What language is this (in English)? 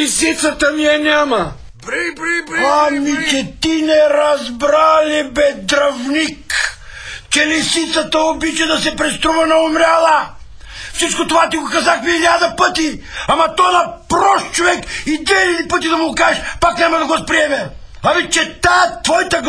Bulgarian